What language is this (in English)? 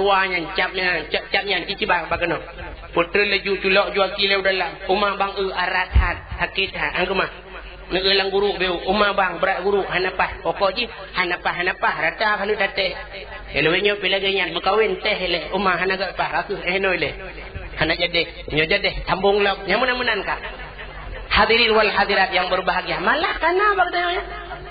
Achinese